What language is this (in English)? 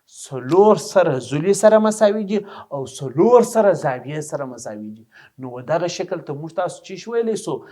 Pashto